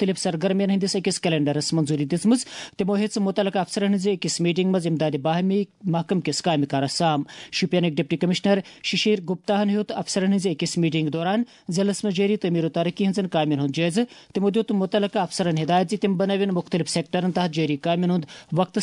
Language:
Kashmiri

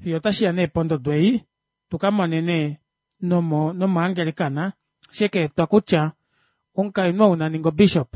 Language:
Kuanyama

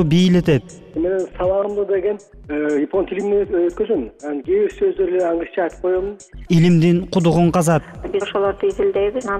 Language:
Kyrgyz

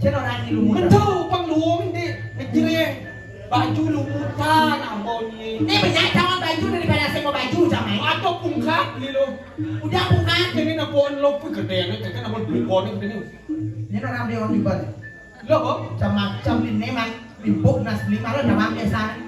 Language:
Balinese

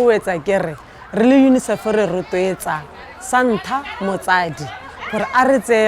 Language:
Tswana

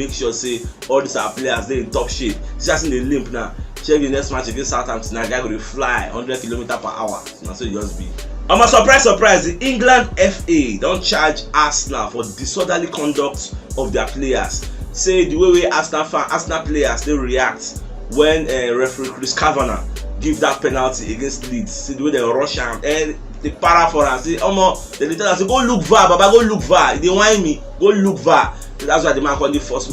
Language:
Nigerian Pidgin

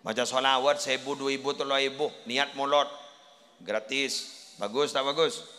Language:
Madurese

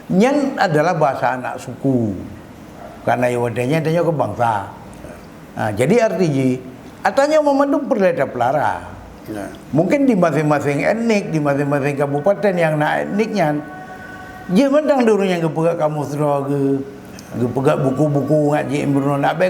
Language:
Achinese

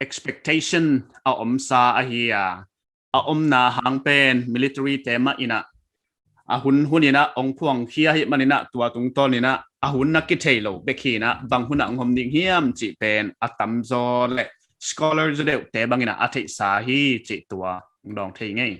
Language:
Paite Chin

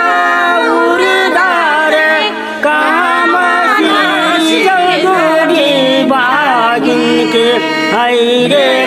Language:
Bhojpuri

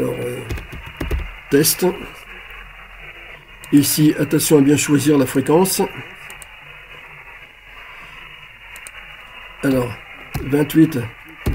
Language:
French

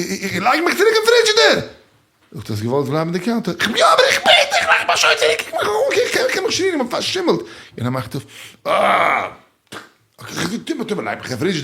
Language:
Yiddish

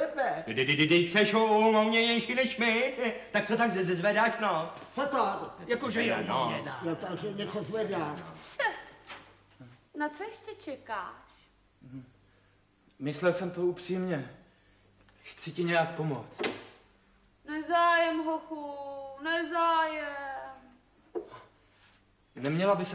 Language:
Czech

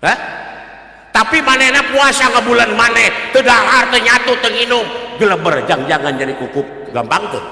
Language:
Sundanese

